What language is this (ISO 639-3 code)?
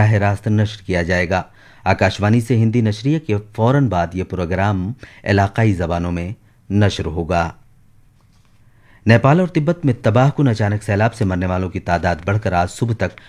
urd